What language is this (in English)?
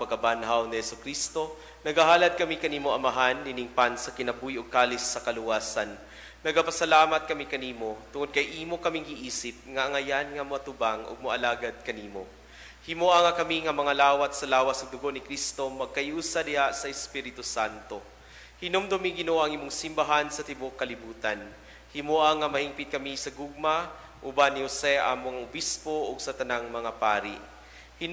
Cebuano